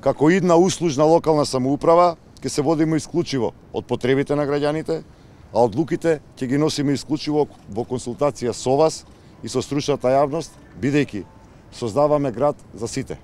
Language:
Macedonian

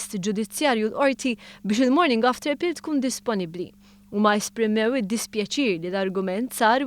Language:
Maltese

